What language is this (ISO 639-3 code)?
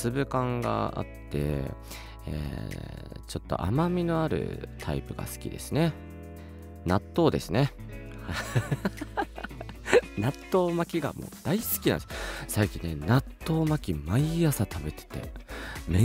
jpn